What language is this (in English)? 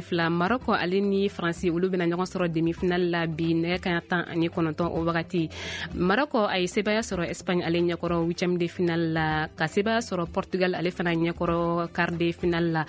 Bambara